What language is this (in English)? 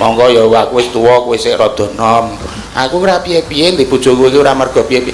Javanese